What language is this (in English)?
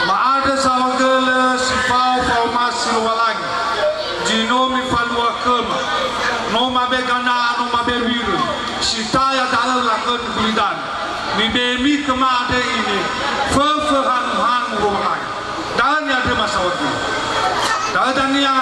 Nias